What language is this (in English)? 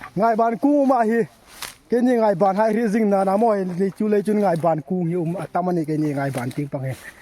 Hmar